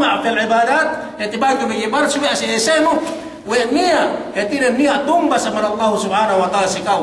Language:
Yakan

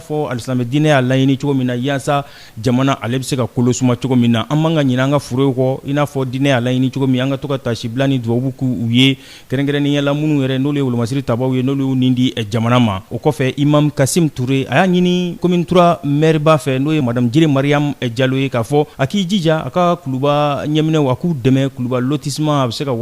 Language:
Bambara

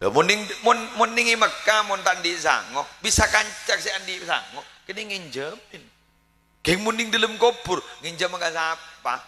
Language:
Madurese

